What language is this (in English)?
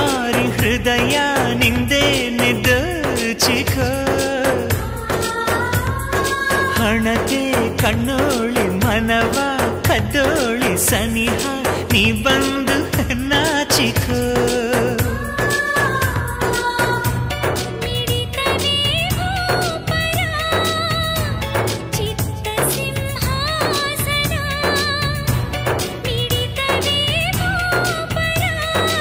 Kannada